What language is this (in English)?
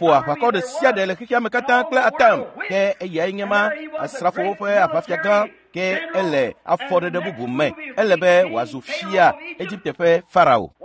Ewe